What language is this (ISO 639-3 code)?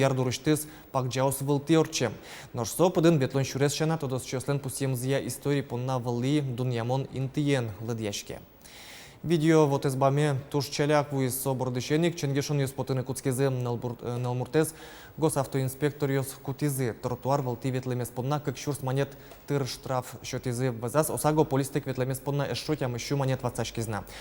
udm